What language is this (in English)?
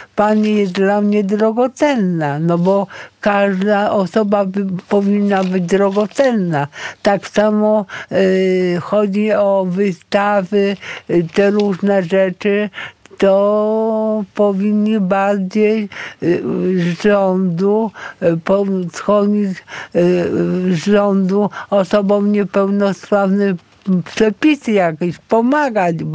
Polish